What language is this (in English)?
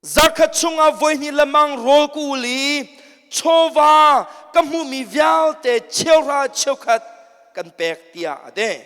Hakha Chin